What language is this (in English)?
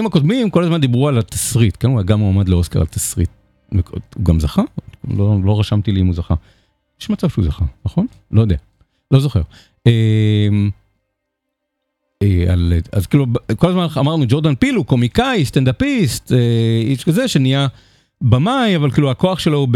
Hebrew